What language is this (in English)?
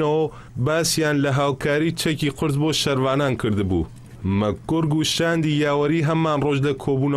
Central Kurdish